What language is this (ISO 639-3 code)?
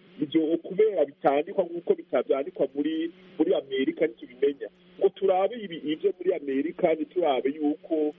kin